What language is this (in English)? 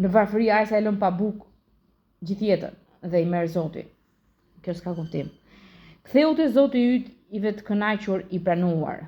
Albanian